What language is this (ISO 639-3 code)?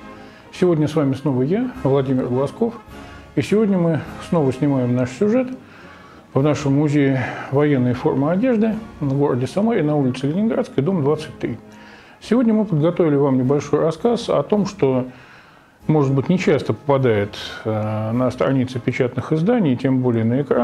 rus